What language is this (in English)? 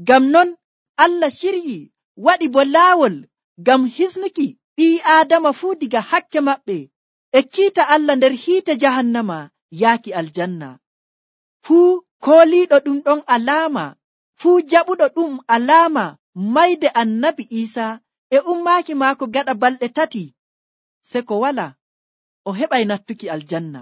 Nigerian Fulfulde